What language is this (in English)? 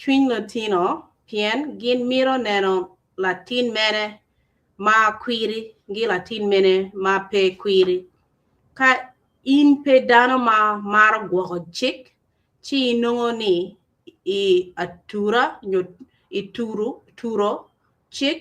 Acoli